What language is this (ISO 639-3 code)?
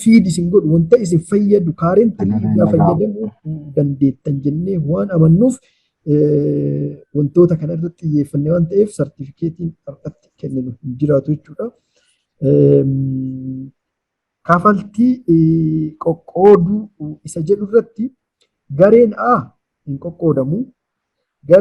orm